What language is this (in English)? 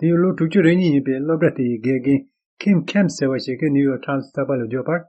Tibetan